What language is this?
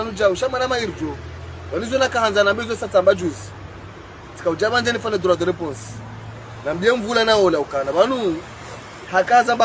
Ngazidja Comorian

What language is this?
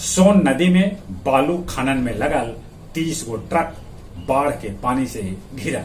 Magahi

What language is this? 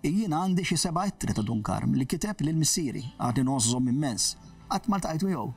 Maltese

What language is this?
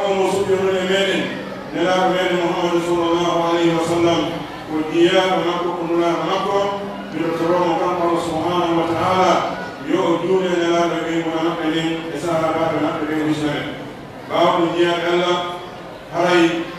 Pular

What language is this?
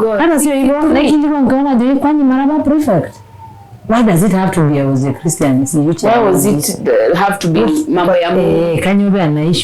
Masai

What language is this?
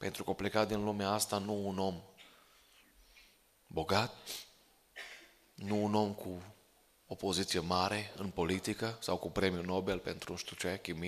Romanian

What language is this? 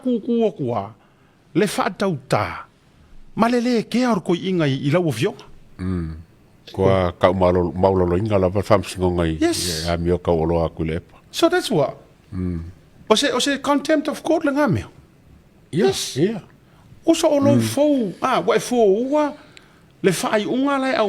Samoan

